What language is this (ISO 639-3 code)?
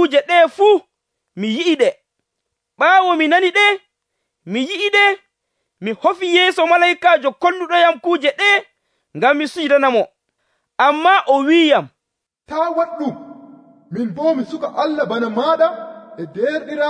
fuv